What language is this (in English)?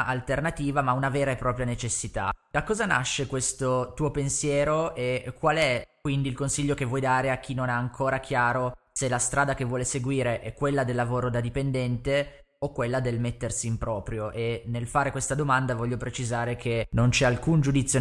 Italian